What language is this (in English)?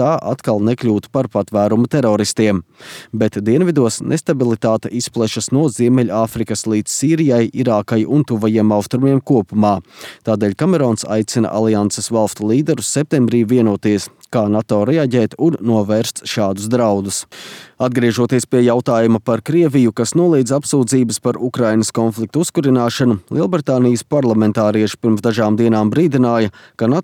Latvian